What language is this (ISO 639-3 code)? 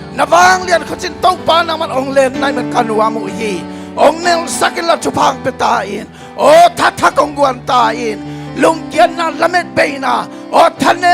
ctd